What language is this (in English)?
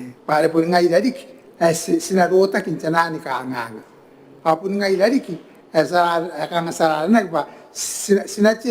Gilbertese